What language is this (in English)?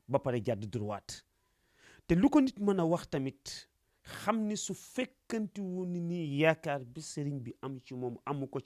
Wolof